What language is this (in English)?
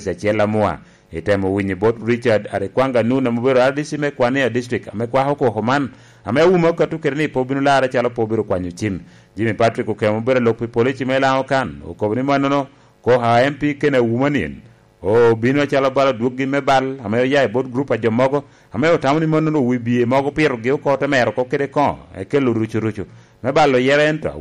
Lango (Uganda)